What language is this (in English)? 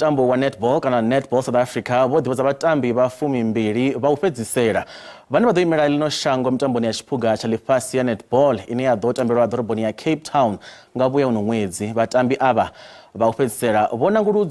Venda